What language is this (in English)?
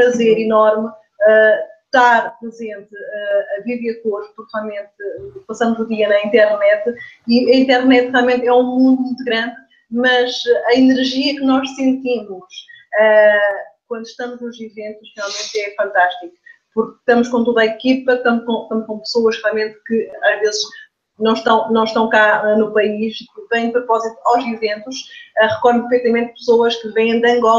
Portuguese